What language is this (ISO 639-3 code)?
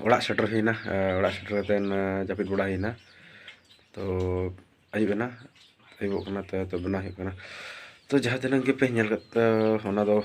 sat